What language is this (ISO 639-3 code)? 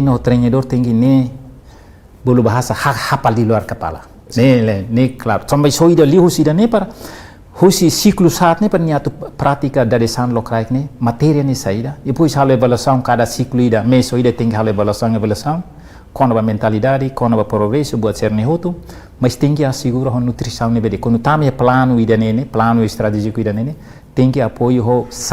tet